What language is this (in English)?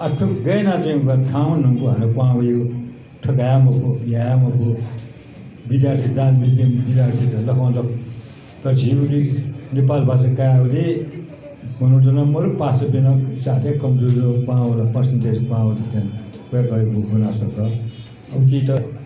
Newari